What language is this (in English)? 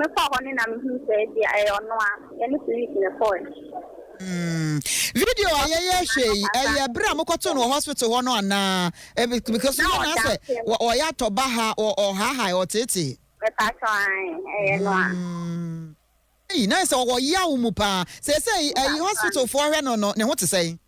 Akan